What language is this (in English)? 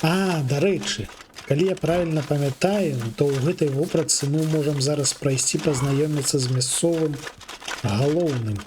Belarusian